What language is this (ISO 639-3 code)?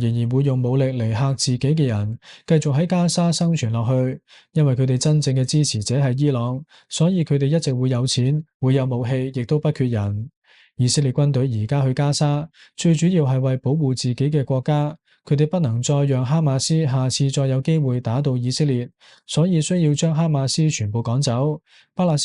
yue